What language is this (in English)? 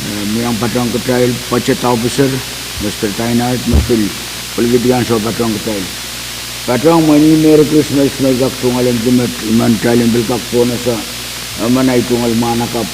Pohnpeian